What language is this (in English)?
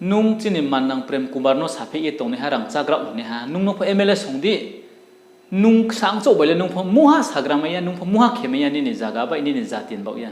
Riang (India)